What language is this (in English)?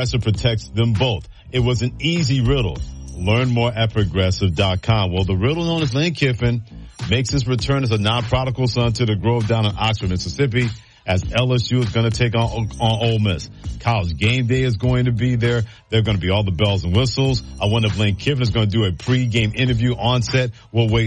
English